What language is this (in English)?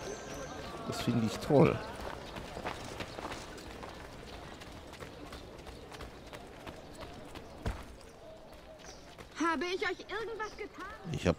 German